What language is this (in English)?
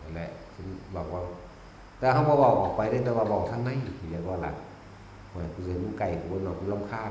Northeastern Thai